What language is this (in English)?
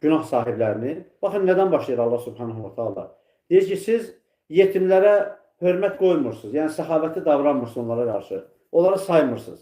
Azerbaijani